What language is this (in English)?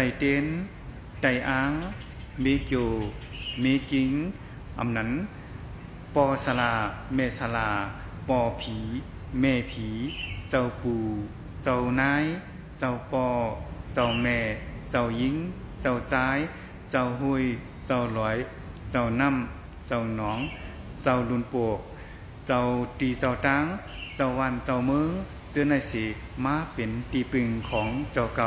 Shan